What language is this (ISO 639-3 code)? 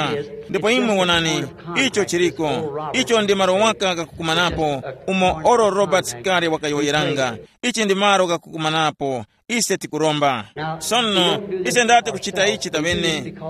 tum